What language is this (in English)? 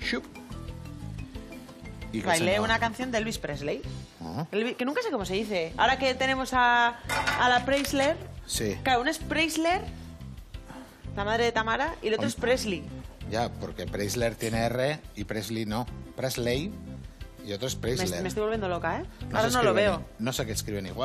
Spanish